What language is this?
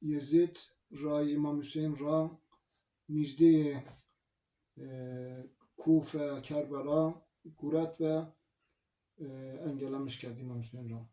Zaza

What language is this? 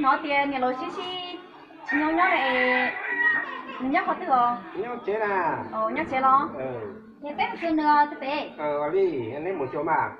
Hmong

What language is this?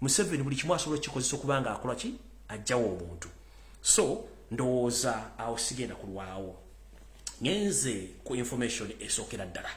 Ganda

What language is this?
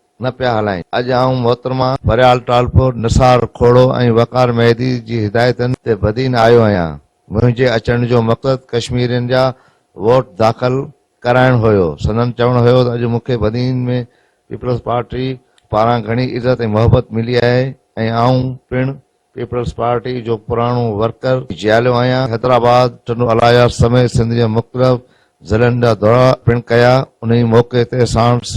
Sindhi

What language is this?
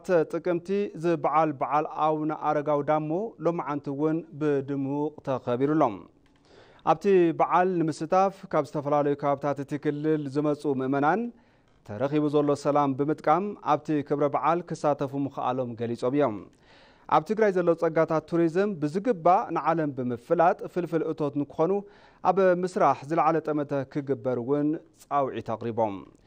Tigrinya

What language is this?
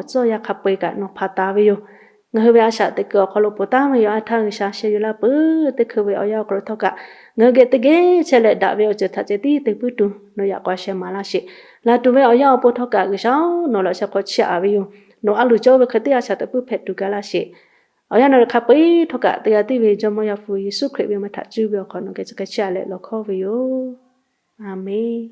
Lahu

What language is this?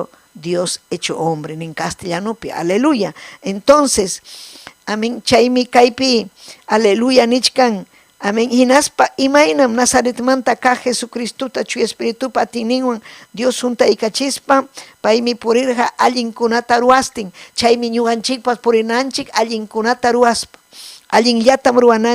Ayacucho Quechua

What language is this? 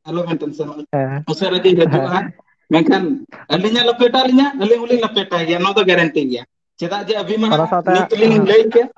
Santali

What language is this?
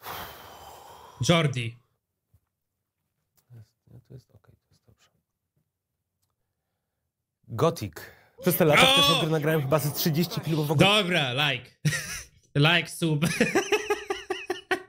Polish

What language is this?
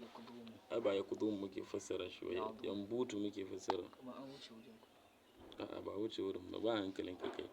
Hausa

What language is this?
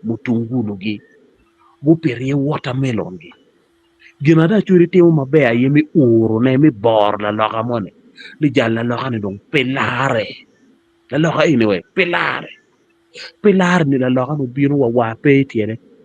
Acoli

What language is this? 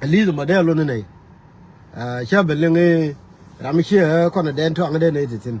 Nuer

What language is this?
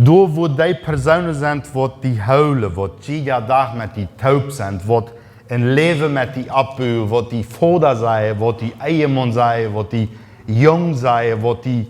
Plautdietsch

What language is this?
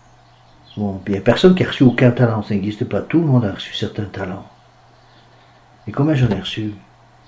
French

